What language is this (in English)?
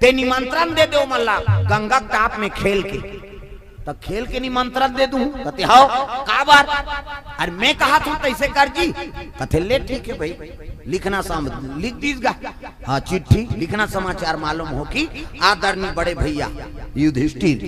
Chhattisgarhi